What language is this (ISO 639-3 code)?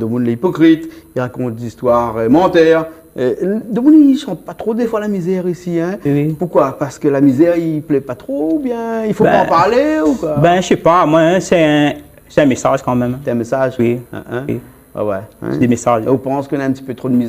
rcf